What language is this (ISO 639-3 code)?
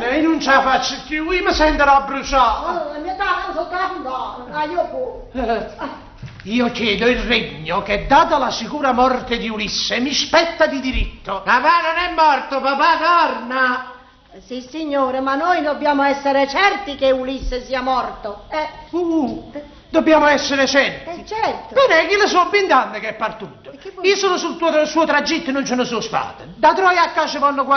nap